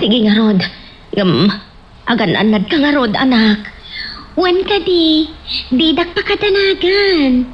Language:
Iloko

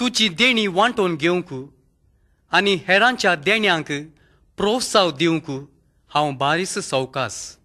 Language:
Konkani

